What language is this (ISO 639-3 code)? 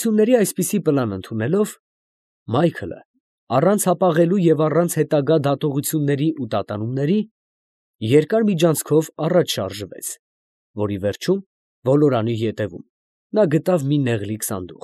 hye